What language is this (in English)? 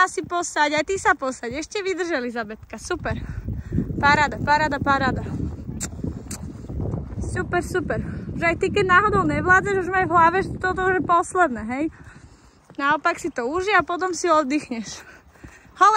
Slovak